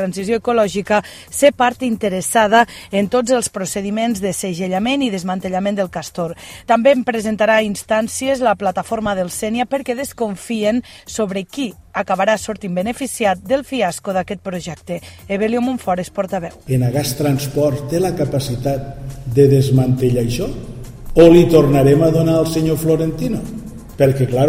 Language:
Catalan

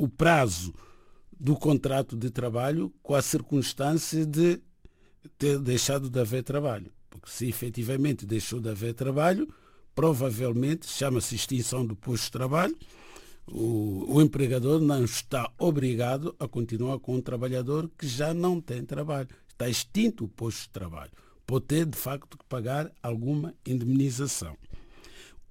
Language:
Portuguese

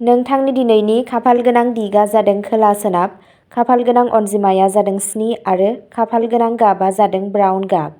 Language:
Bodo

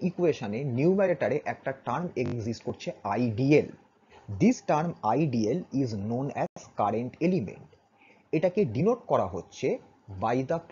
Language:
Bangla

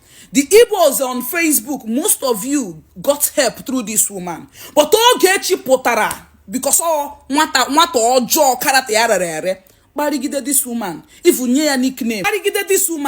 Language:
Igbo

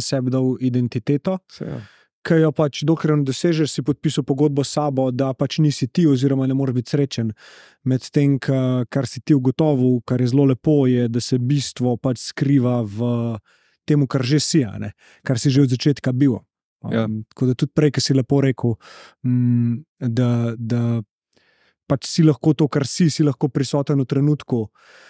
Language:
Slovenian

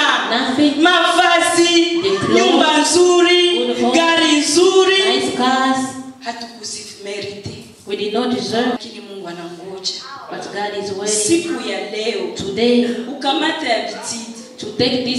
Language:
Swahili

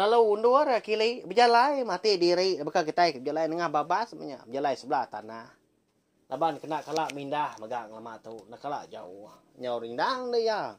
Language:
Iban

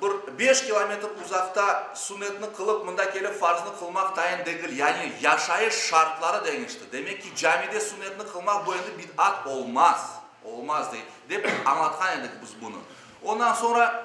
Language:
Crimean Tatar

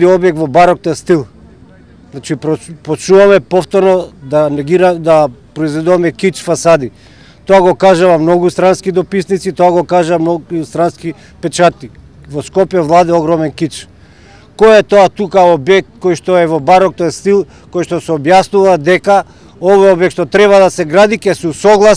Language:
Macedonian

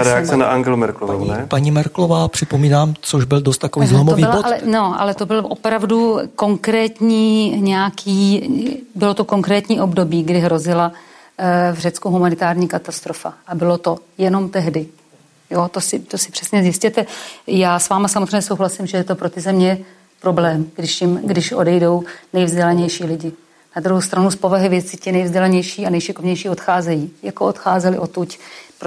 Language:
Czech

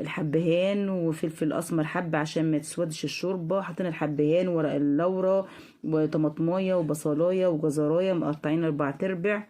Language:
Egyptian Arabic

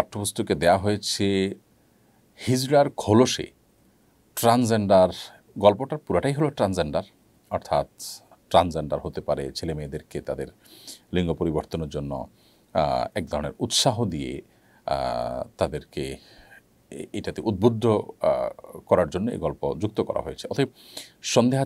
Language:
Bangla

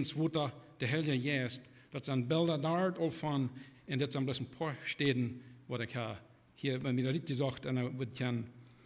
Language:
Plautdietsch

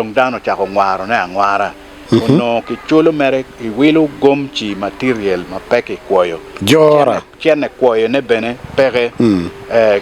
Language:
Acoli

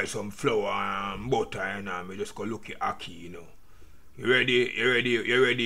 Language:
Jamaican Creole English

